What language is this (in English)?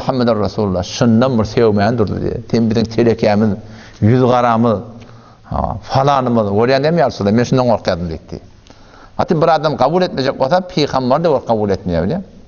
Turkmen